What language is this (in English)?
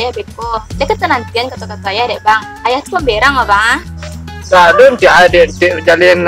Minangkabau